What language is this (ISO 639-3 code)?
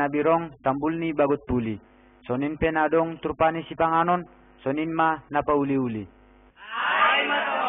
bts